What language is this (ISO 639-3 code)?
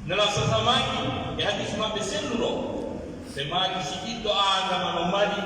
fuf